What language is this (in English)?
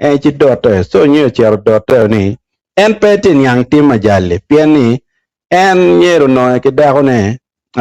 Acoli